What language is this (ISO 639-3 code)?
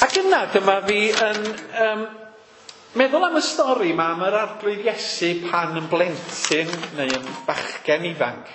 cym